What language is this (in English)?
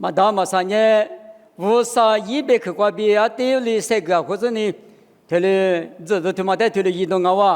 Lisu